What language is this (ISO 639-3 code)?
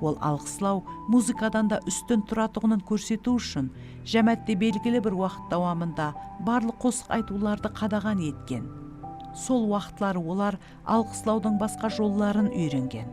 kaa